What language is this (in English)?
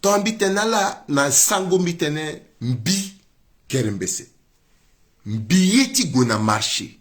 Sango